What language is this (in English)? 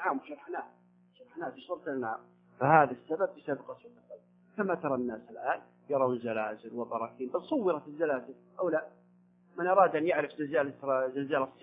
Arabic